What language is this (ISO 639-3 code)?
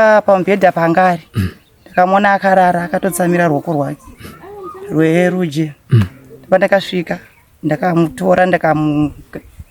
sna